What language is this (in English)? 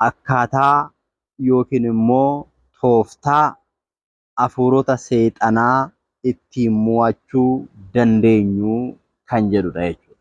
Oromo